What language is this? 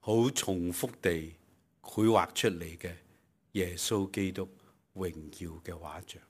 Cantonese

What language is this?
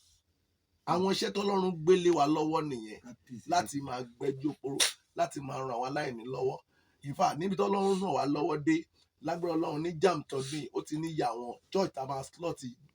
Yoruba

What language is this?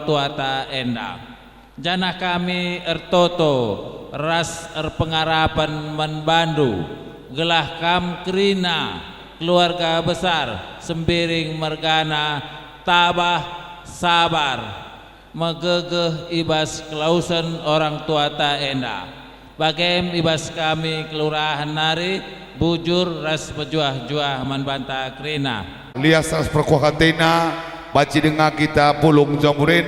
Batak Karo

